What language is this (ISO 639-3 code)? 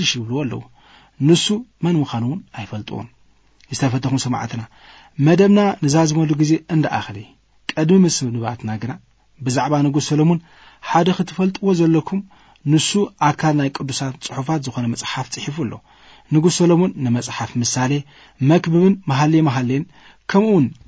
tir